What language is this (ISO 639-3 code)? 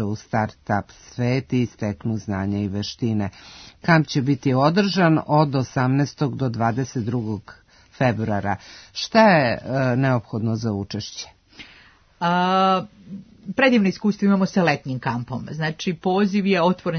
srp